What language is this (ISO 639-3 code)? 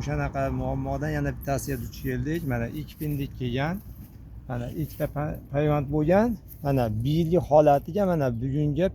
uzb